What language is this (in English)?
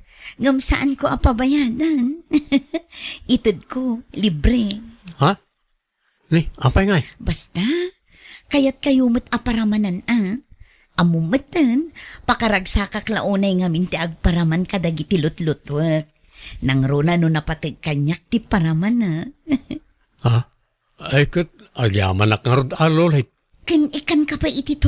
Iloko